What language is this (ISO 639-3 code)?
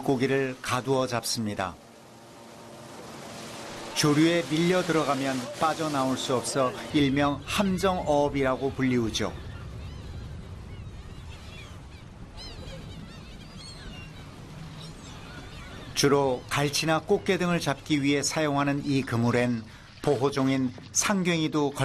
kor